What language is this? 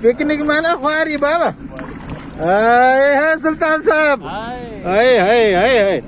Brahui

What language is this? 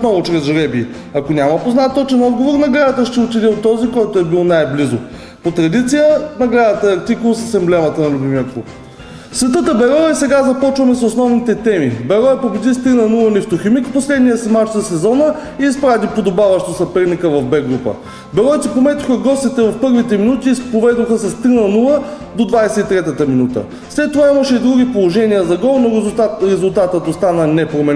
Bulgarian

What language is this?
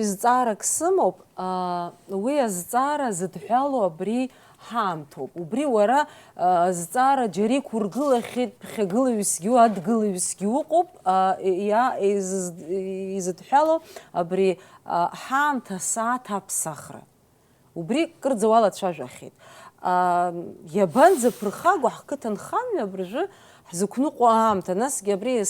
Abkhazian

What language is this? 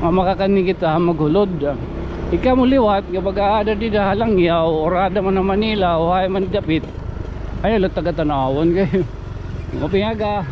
Waray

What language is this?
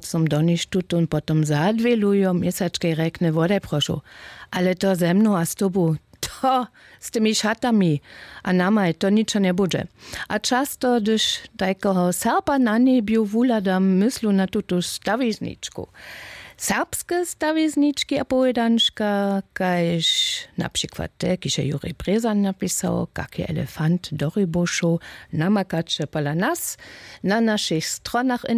Upper Sorbian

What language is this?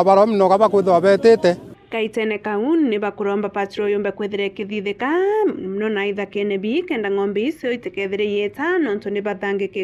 Meru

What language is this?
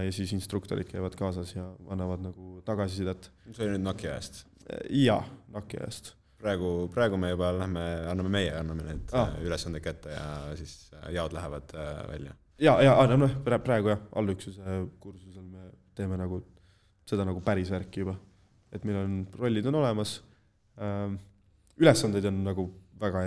Estonian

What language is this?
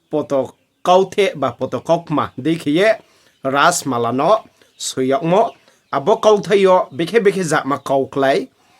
Riang (India)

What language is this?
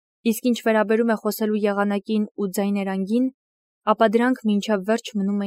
Armenian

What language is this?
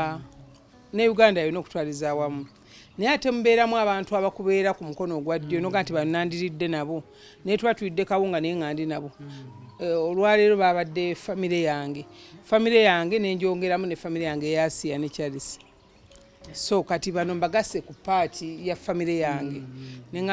Ganda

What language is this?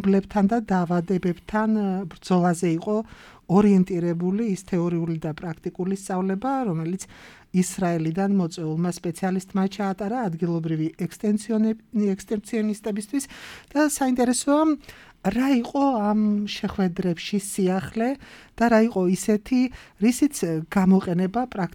Georgian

